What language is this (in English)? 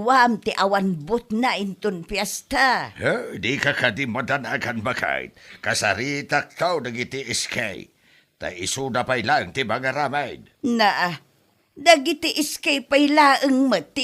Iloko